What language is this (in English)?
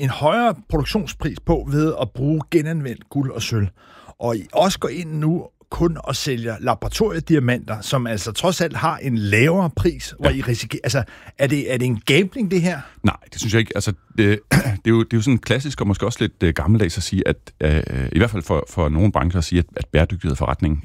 Danish